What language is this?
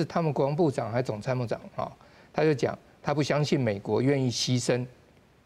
Min Nan Chinese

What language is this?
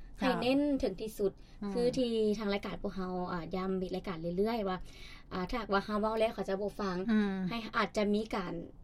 Lao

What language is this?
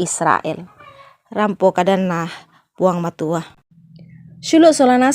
Toraja-Sa'dan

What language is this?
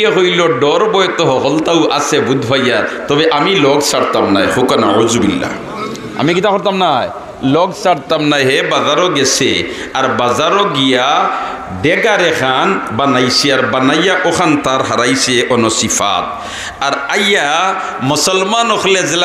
Sylheti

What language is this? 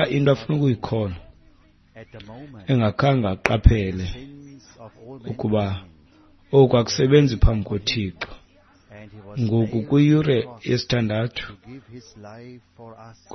Xhosa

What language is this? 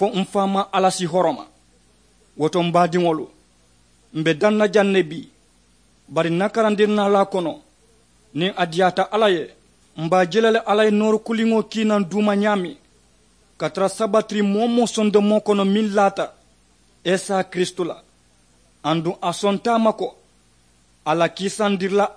Mandingo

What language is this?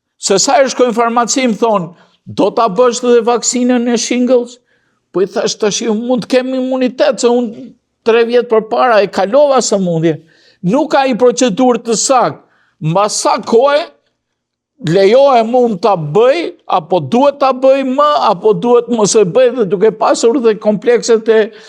Albanian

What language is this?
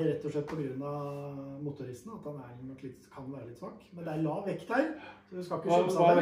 Norwegian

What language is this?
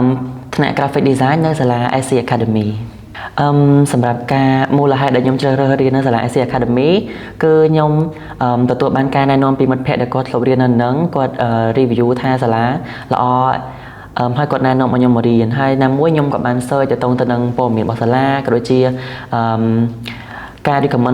Khmer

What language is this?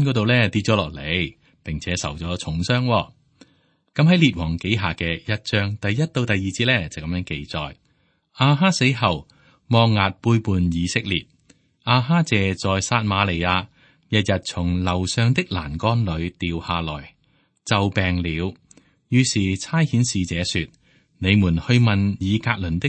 Cantonese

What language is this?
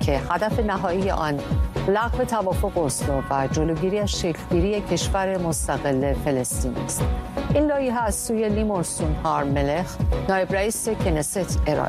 Persian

